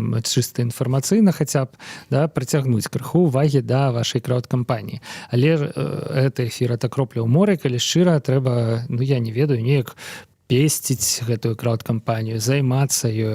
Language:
Belarusian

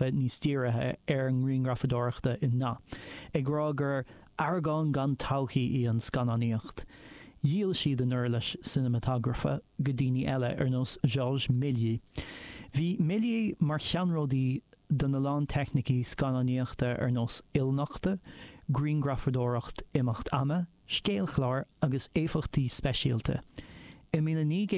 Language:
Irish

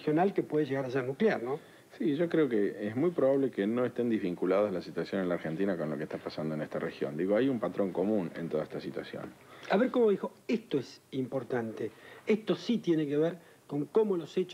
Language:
Spanish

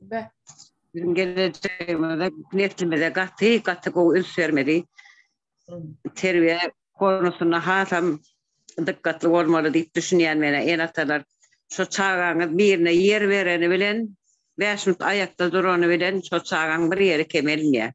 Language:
Turkmen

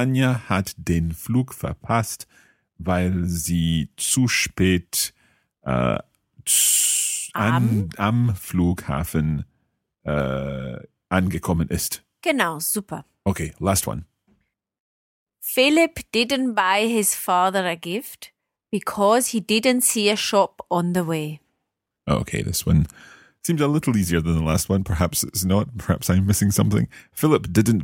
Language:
English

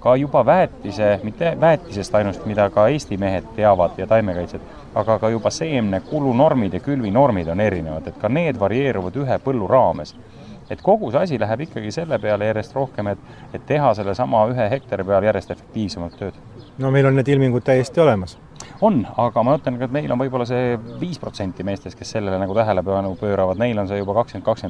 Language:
Estonian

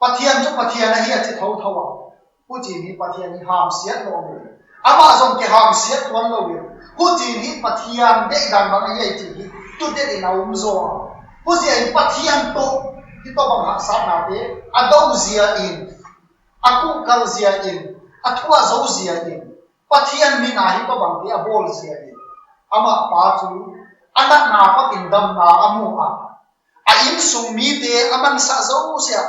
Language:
Tedim Chin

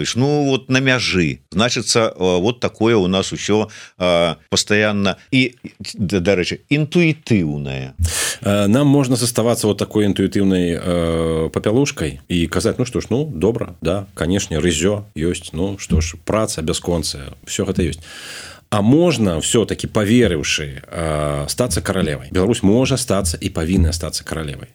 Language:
Belarusian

